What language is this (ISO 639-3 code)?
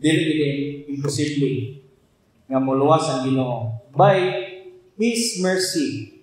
ceb